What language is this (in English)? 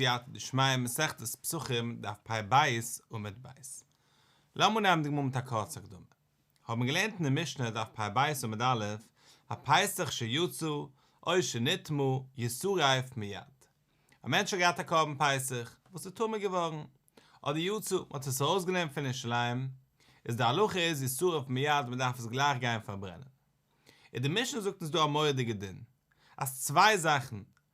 Yiddish